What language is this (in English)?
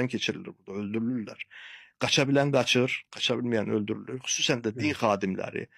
Azerbaijani